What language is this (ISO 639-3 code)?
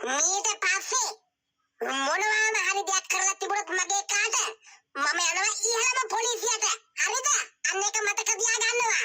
sin